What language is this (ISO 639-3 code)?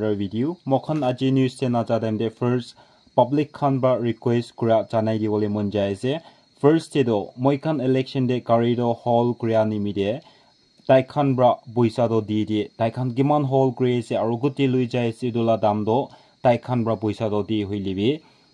nag